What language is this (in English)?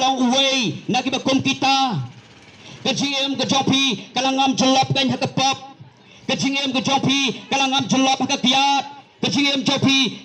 Khasi